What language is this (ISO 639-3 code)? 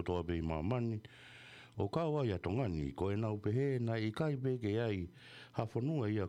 ton